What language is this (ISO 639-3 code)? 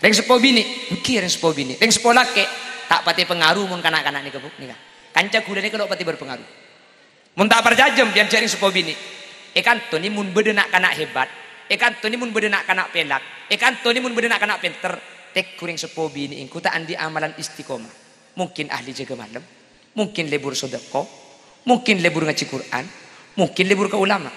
mad